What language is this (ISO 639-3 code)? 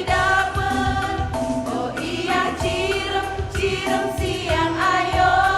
btx